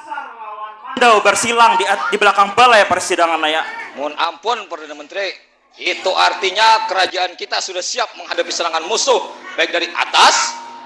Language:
Banjar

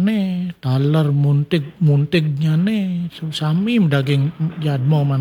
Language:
Balinese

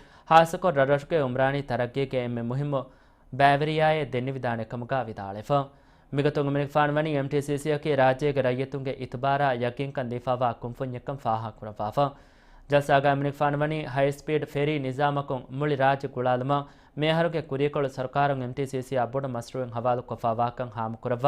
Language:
Divehi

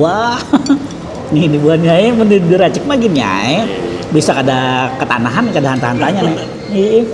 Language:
Banjar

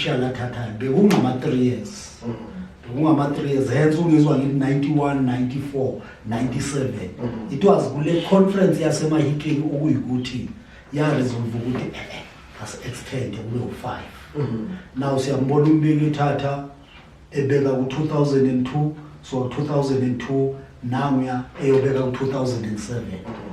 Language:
Zulu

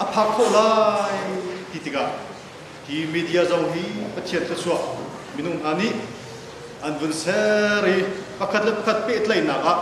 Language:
Hakha Chin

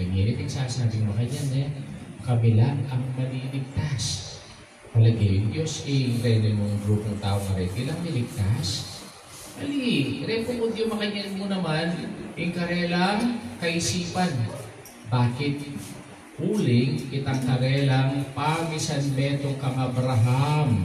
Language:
Pampanga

